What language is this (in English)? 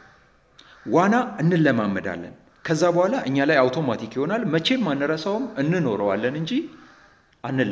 Amharic